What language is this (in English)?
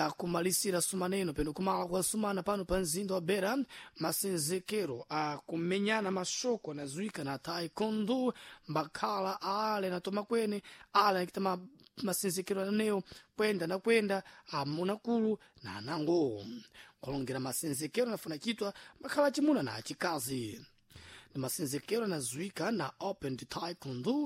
Sena